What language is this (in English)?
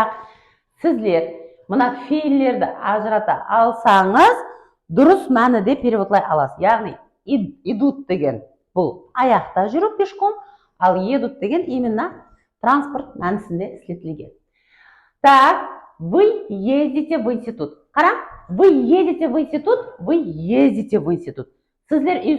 Kara-Kalpak